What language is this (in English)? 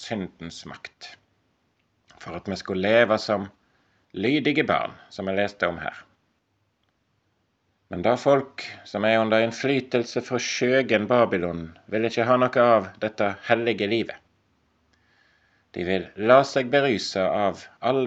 Norwegian